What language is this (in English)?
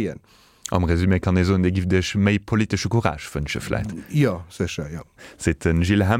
Luxembourgish